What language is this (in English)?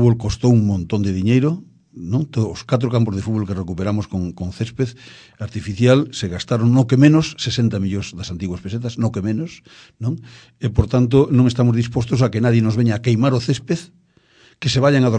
Galician